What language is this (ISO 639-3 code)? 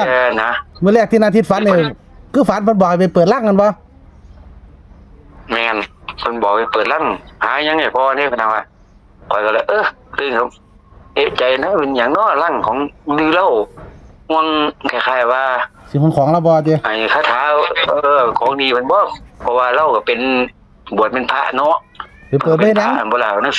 tts